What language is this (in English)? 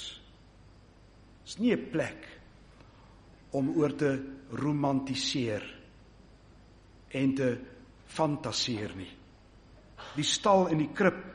Afrikaans